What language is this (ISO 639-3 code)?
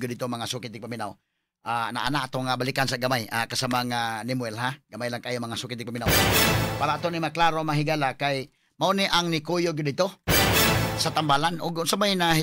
ceb